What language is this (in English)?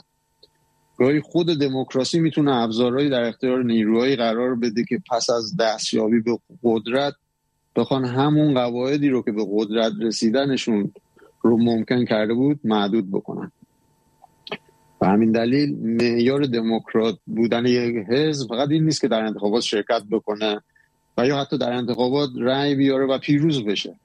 Persian